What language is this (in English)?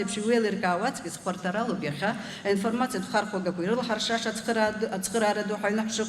Abkhazian